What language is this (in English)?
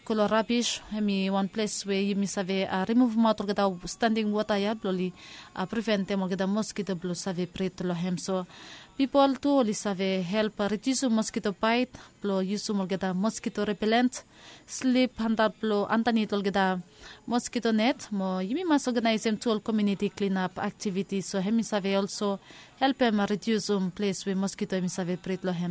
Bislama